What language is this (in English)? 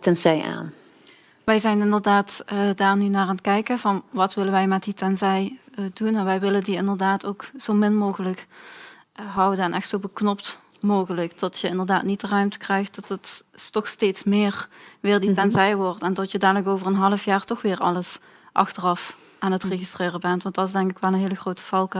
Dutch